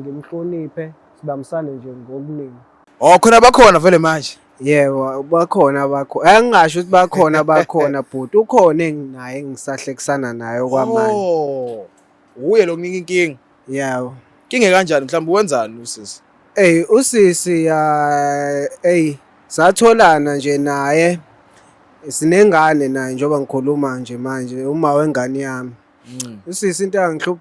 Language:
Zulu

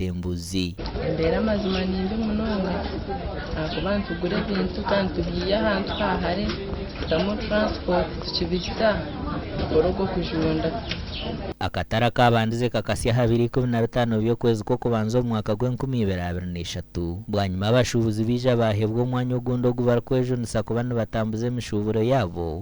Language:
Nyankole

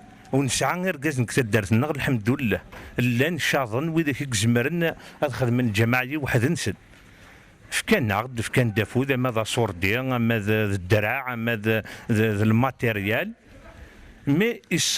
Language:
Kabyle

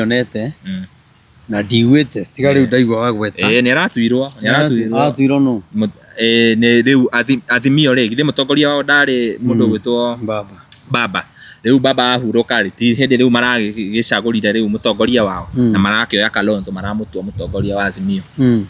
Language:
Kikuyu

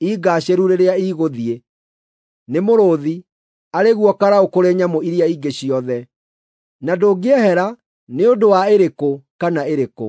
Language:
Kikuyu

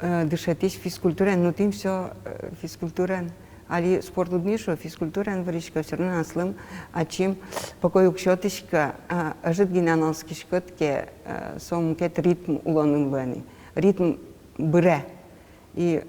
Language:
Udmurt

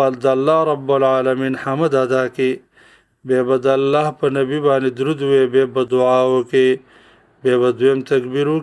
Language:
Pashto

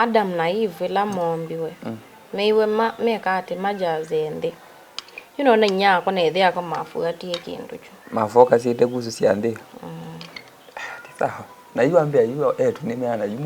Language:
Kamba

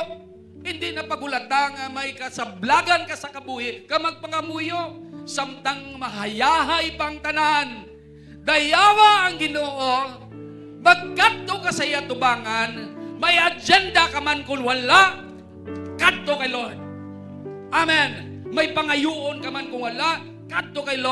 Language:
Hiligaynon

